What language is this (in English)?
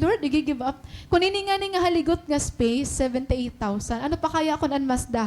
Waray